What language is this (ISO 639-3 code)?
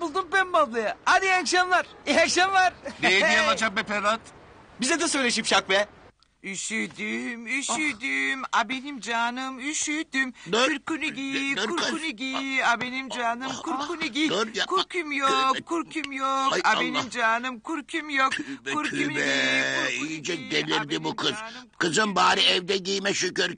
tur